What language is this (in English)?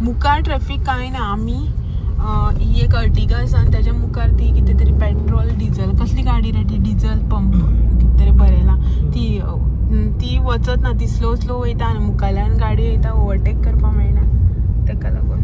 Konkani